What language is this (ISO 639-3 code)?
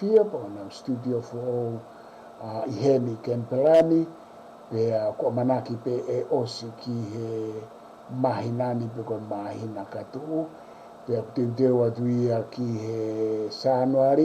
ton